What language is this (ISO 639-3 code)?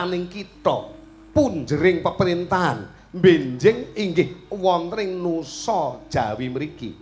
jav